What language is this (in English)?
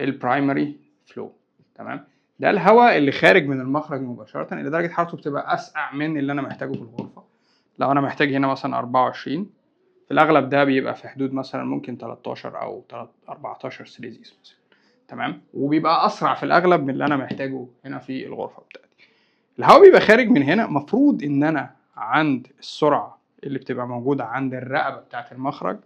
Egyptian Arabic